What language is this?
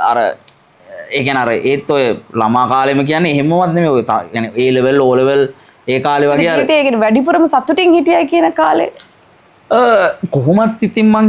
Sinhala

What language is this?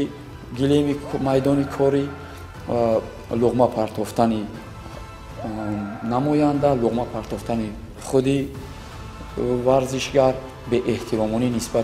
Tajik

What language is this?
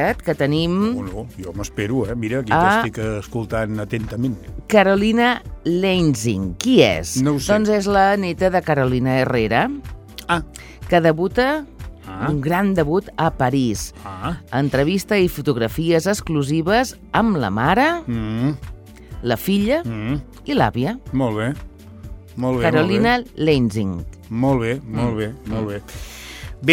Catalan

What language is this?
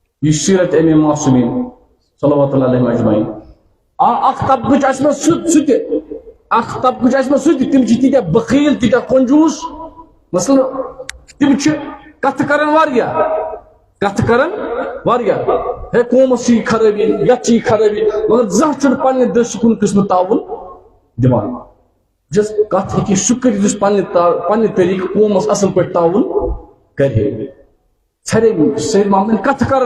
Kashmiri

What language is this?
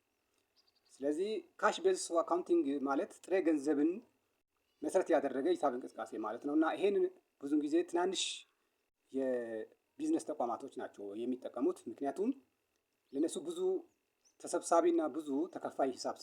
Amharic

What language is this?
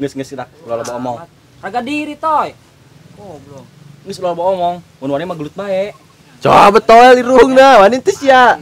Sundanese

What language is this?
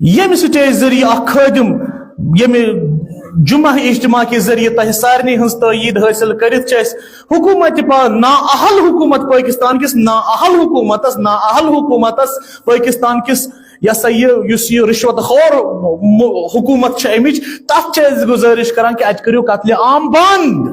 Kashmiri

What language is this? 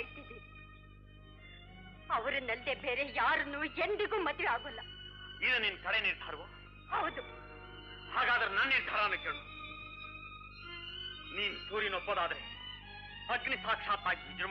Kannada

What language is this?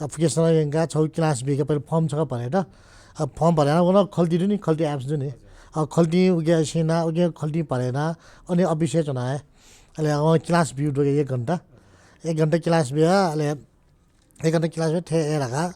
Newari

